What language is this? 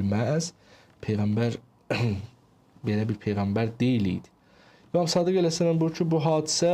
Azerbaijani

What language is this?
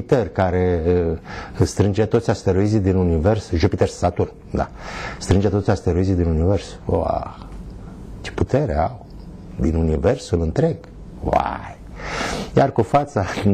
Romanian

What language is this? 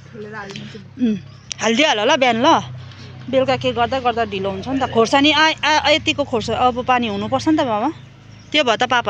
Nepali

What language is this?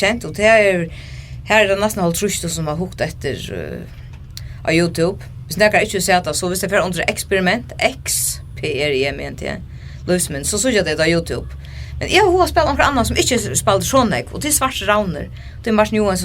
Faroese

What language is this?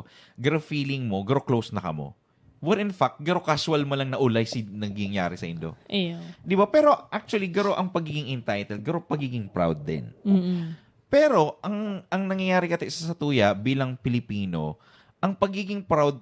Bikol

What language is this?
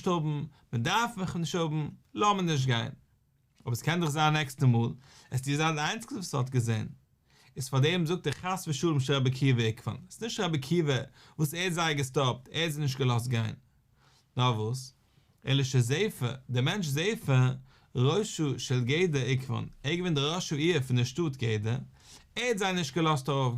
Yiddish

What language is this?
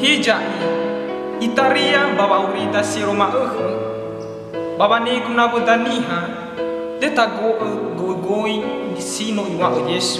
Nias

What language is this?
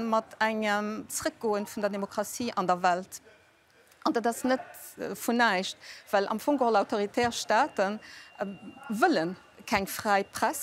Luxembourgish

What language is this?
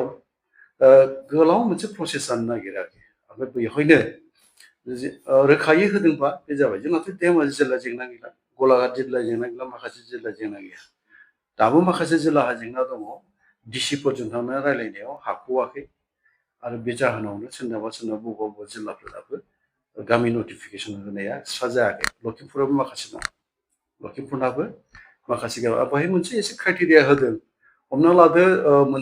Bodo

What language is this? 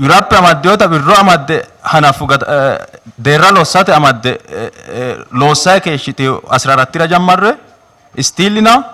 Sidamo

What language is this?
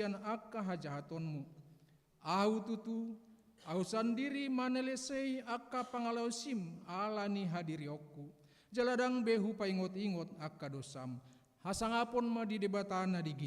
Batak Toba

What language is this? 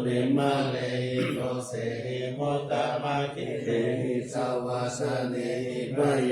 Pali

